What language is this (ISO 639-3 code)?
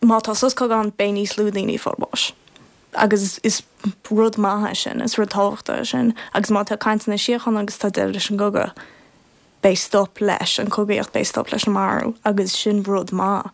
gle